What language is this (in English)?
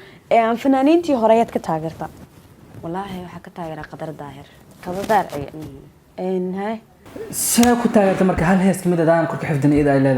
Somali